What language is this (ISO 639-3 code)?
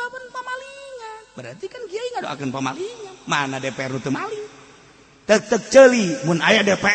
sun